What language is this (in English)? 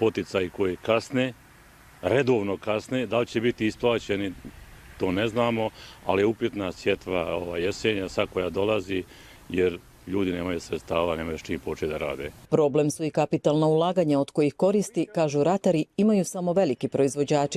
Bosnian